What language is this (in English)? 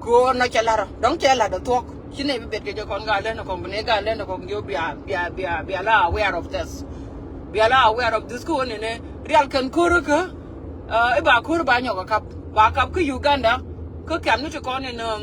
Nuer